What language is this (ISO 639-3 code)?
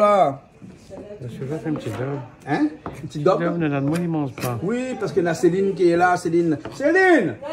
rcf